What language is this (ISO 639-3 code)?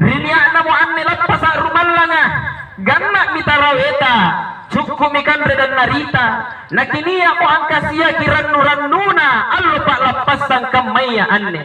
mak